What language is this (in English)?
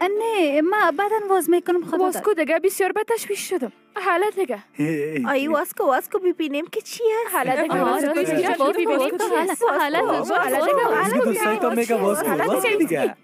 Persian